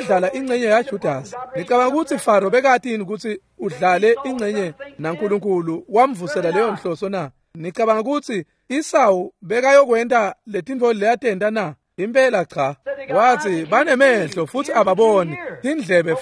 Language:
Swati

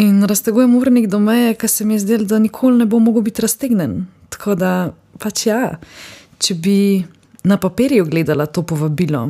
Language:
Slovenian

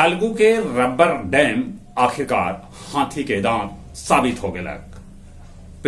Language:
Magahi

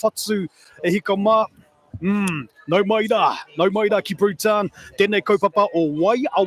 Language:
Māori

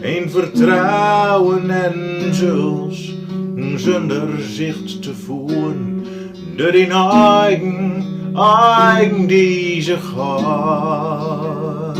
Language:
Gronings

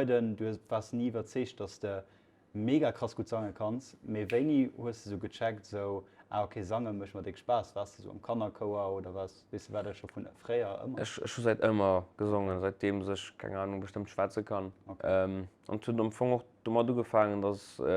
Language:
Luxembourgish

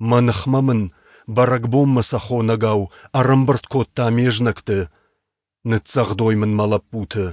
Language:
Ossetic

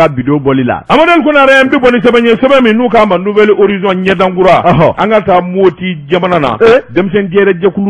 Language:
Bambara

